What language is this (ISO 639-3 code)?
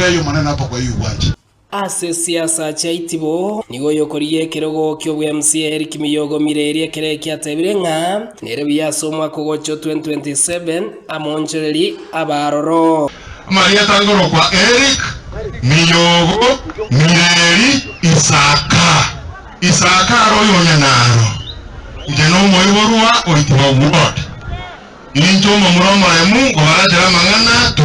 guz